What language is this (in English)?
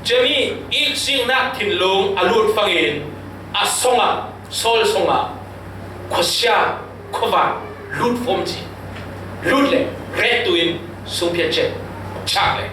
Falam Chin